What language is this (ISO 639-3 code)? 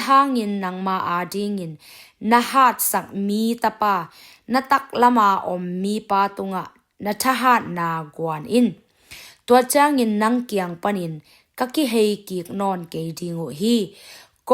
ctd